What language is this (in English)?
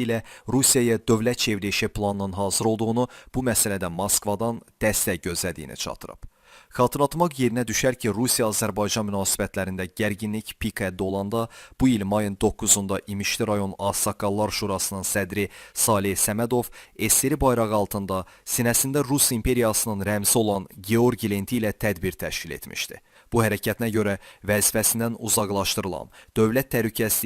Azerbaijani